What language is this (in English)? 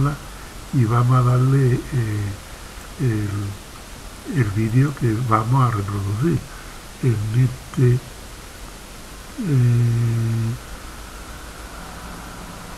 Spanish